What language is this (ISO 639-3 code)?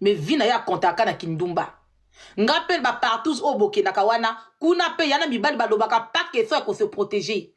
lin